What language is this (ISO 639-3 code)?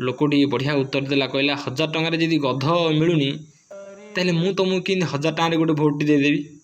ori